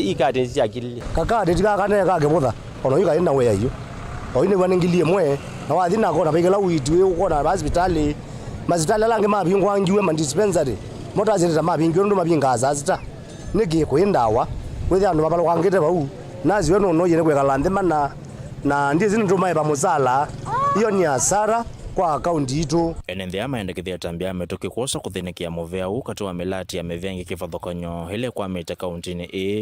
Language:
Kamba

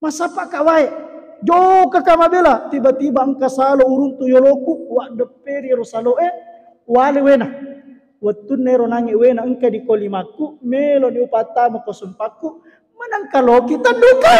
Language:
Buginese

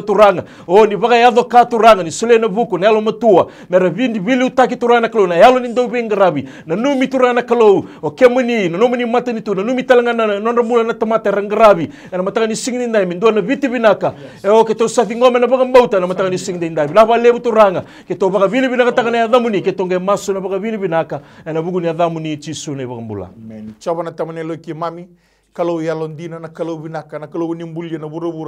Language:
Fijian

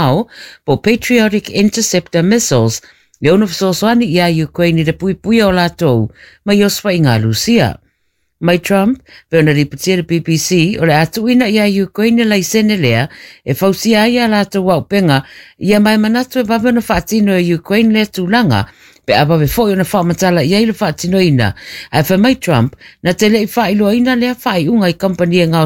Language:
Samoan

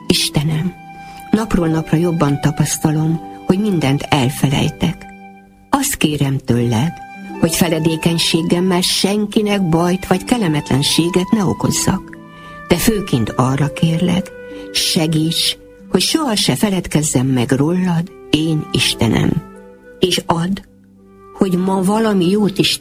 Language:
Hungarian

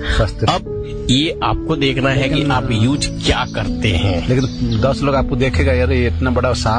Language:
Hindi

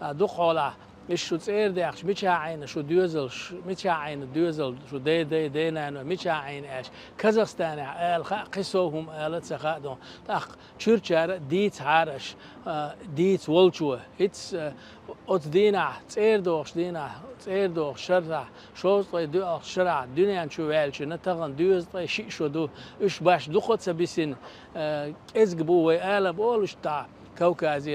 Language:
Chechen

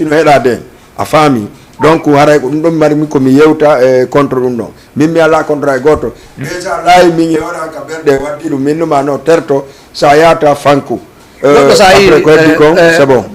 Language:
Fula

